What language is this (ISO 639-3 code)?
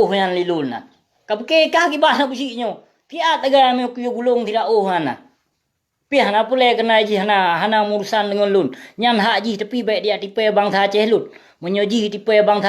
ace